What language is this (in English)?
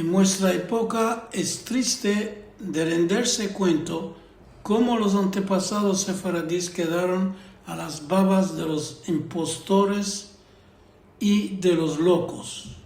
Ladino